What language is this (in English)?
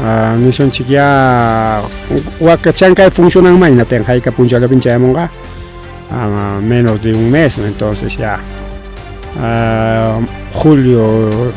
Ayacucho Quechua